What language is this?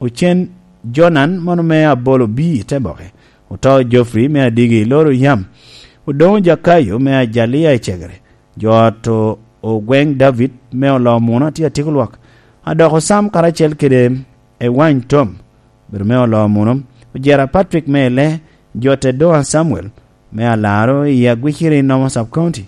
Lango (Uganda)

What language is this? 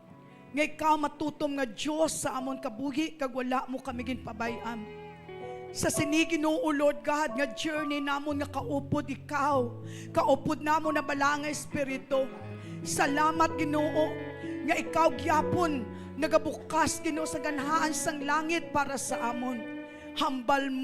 Hiligaynon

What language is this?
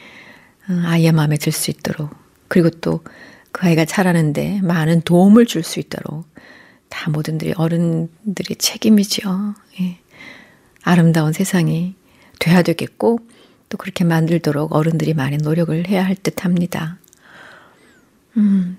Korean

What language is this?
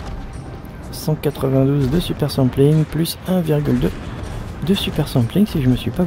French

